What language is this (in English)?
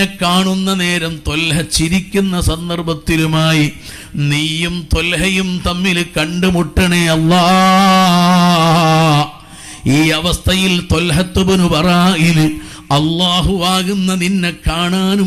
Malayalam